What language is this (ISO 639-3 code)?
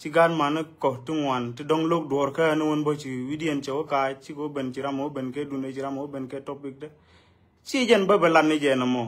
nus